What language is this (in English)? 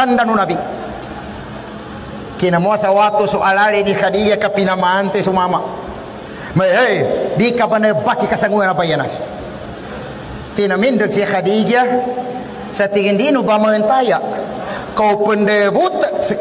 Maguindanaon